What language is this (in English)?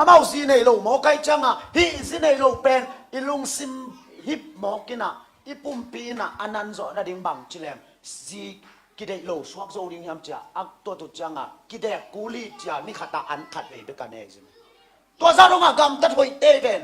Tedim Chin